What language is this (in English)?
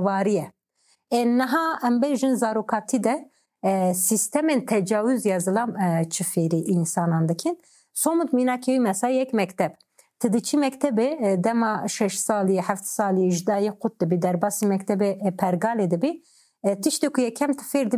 Kurdish